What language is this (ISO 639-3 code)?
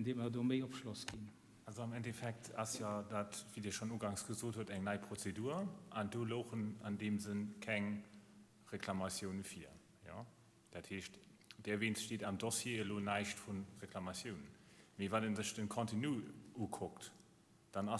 ltz